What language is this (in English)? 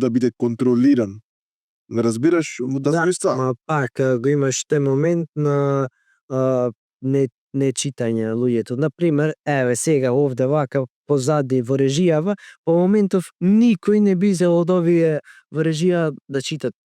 Macedonian